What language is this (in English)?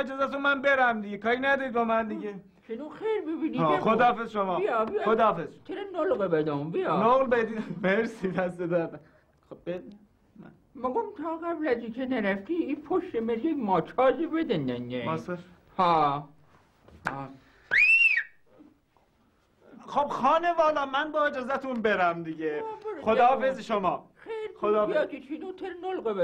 Persian